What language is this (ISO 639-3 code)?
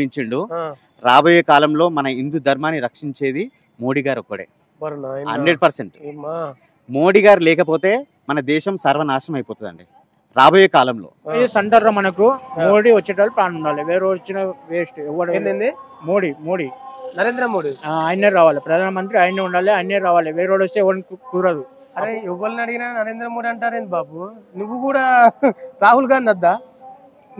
tel